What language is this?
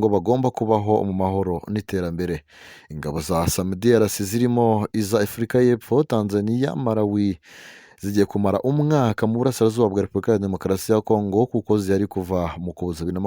Kinyarwanda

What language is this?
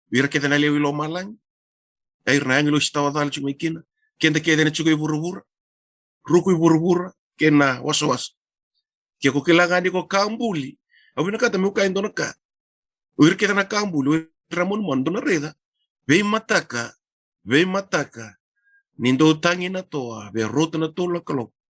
Fijian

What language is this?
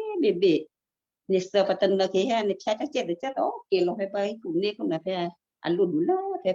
Western Kayah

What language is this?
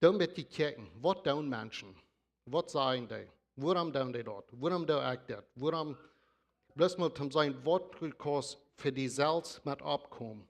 Plautdietsch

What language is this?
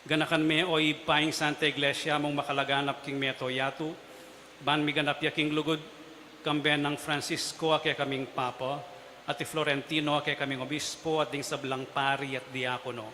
Pampanga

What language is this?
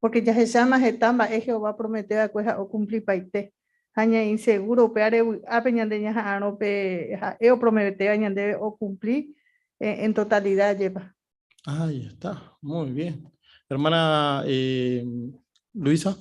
Guarani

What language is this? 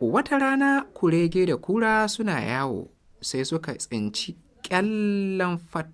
Hausa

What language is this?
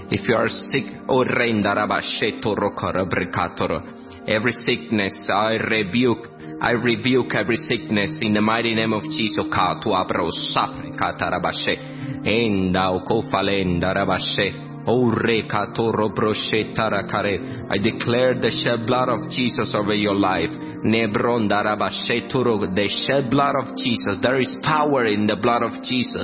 Chinese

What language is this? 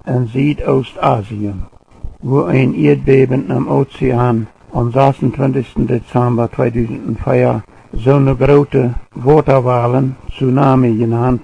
Plautdietsch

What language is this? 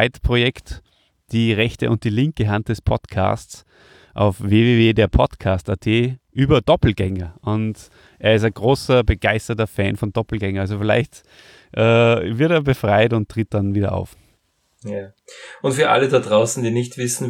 German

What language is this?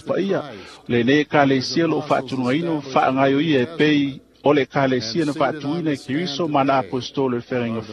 Samoan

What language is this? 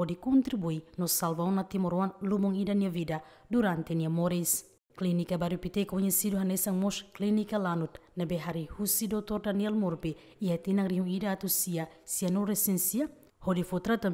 Tetum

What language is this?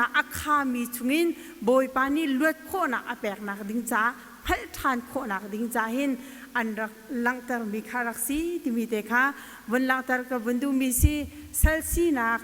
Hakha Chin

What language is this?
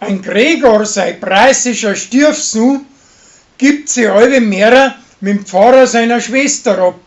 Bavarian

